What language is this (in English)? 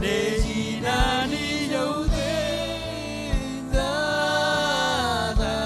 Marshallese